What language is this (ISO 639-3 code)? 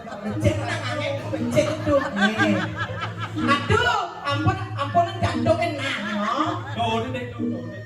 ban